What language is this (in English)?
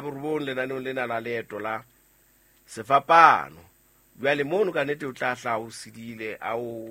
Southern Sotho